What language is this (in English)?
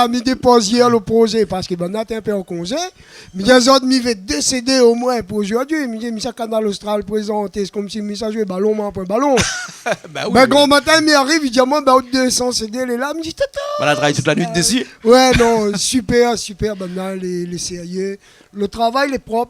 Réunion Creole French